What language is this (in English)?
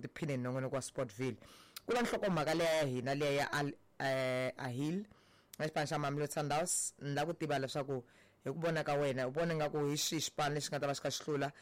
Tsonga